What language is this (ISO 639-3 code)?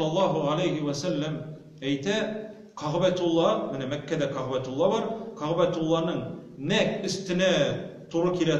tat